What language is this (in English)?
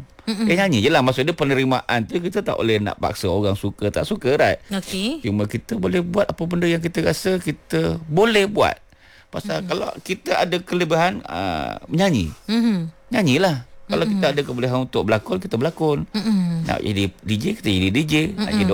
Malay